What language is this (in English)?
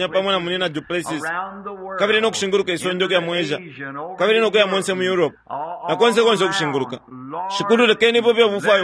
Bemba